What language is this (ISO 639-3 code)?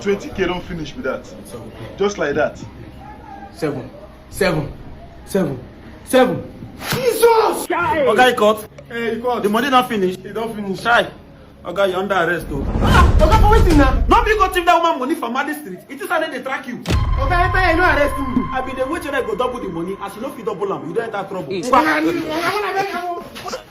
pcm